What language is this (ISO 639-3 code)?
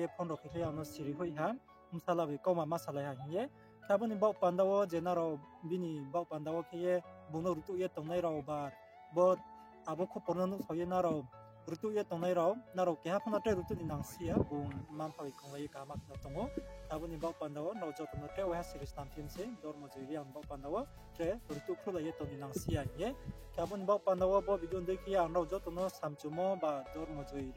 ria